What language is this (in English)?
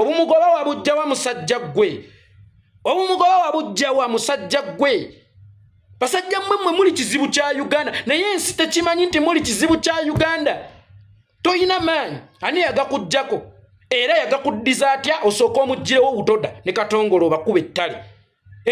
Ganda